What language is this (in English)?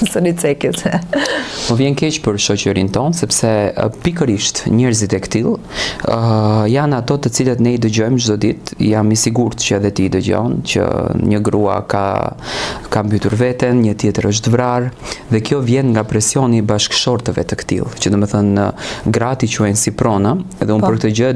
Albanian